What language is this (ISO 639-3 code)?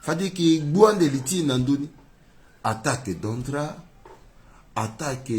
sag